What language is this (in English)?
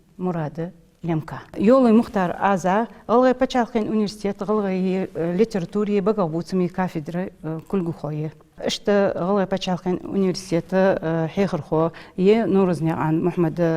Ingush